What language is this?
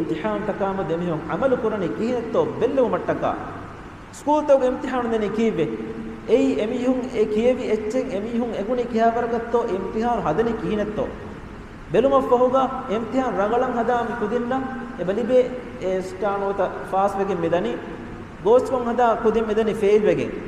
Divehi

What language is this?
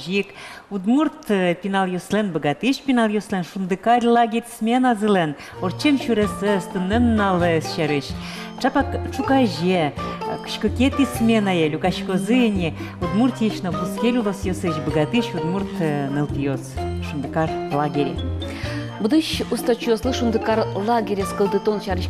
Udmurt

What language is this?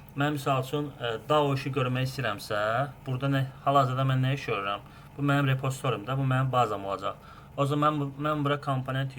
Azerbaijani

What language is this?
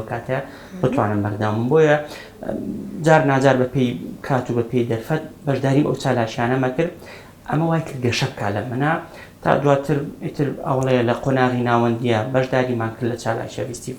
Central Kurdish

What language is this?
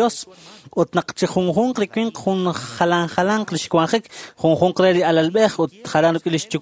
Kekchí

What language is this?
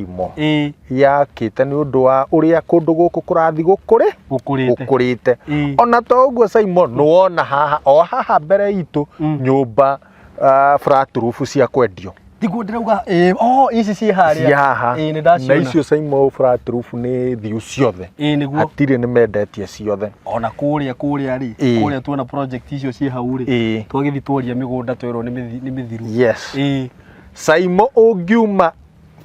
Kikuyu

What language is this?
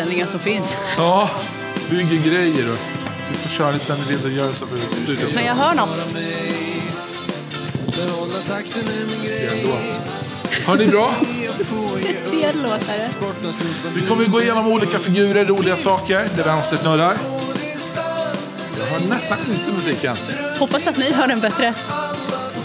Swedish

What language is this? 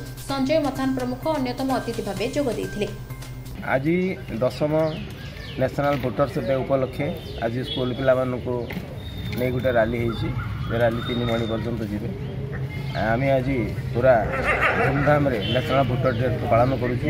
Odia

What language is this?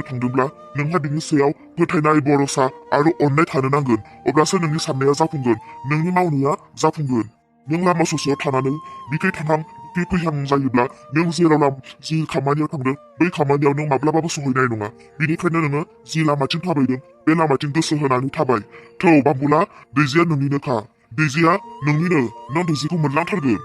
Bodo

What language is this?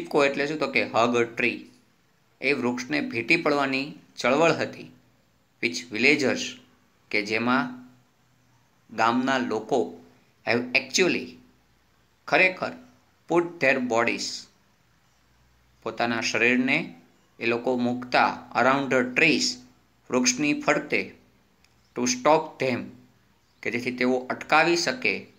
Gujarati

